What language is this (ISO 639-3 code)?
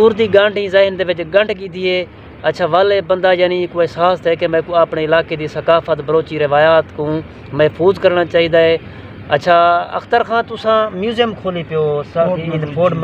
skr